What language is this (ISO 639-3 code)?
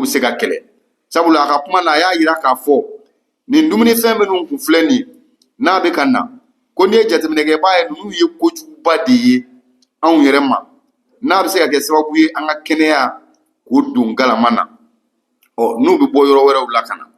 bam